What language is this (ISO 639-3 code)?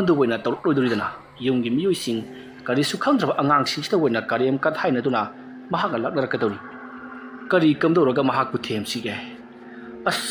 mni